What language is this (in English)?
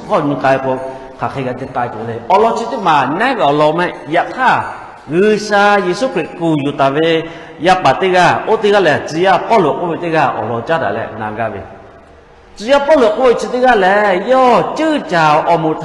Lahu